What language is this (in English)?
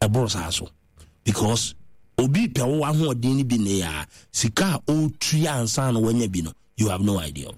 Akan